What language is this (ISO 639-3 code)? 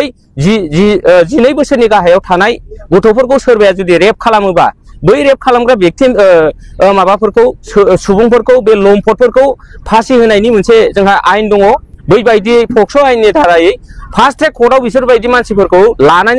brx